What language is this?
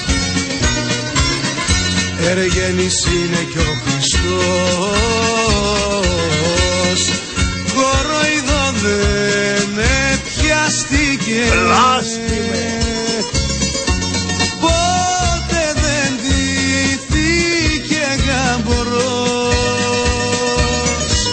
Greek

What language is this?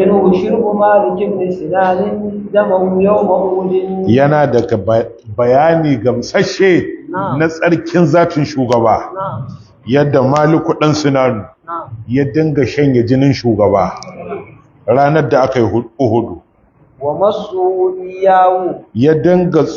Hausa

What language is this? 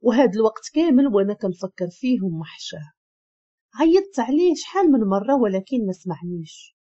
Moroccan Arabic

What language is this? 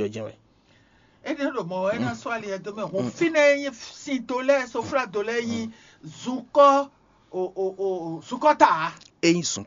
Fon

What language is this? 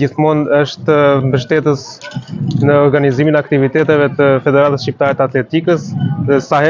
Albanian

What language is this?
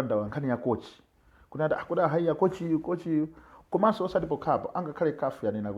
Nyanja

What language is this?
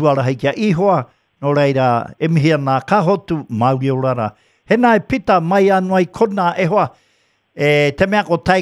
Māori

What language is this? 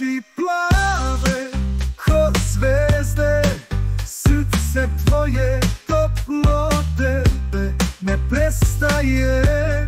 Serbian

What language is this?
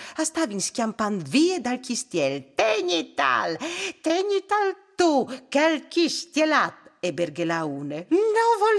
Friulian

